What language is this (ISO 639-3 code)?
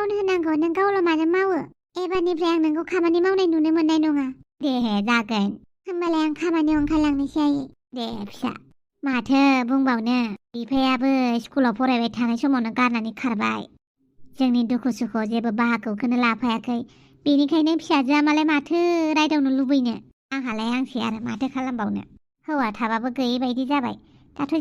brx